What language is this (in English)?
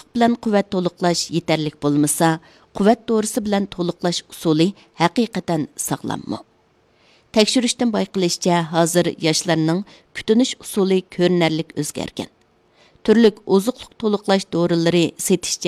Uyghur